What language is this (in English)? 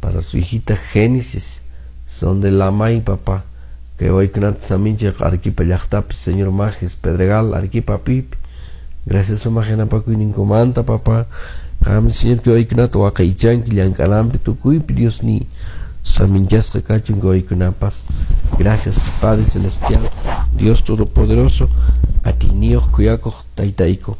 Quechua